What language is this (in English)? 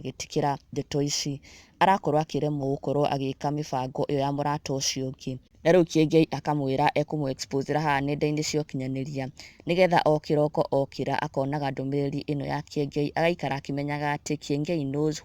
Kikuyu